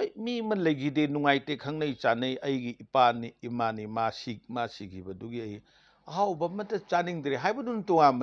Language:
Manipuri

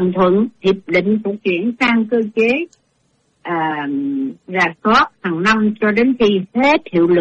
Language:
Vietnamese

